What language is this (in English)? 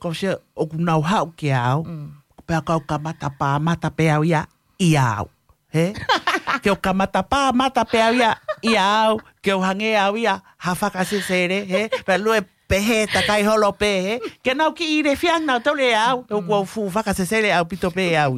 Tongan